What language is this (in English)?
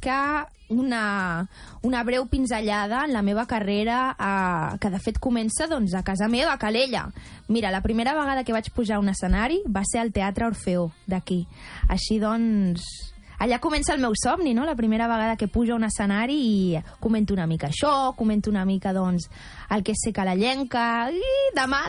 Catalan